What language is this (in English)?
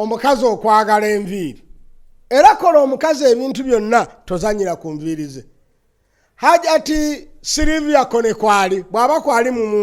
Ganda